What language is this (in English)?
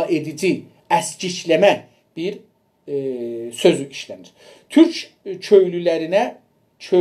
South Azerbaijani